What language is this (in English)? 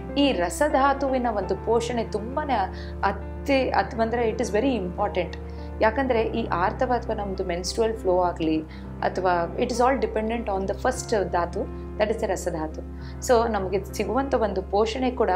Kannada